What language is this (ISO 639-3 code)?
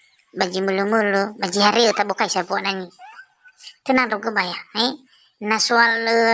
nia